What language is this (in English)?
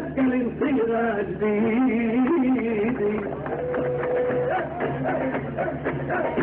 North Levantine Arabic